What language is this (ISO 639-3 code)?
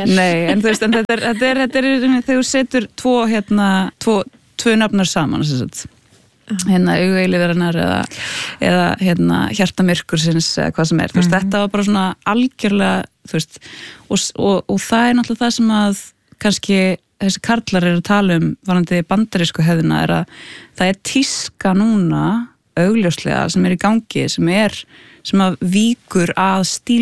isl